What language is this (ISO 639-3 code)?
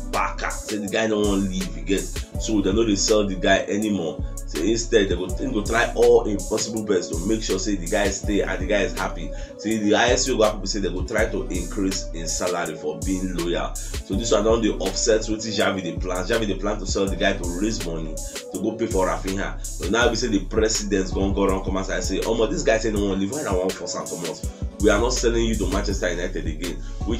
pcm